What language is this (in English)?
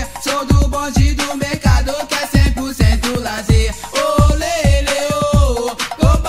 Portuguese